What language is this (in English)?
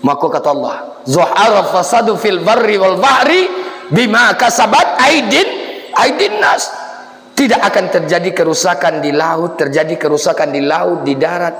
Minangkabau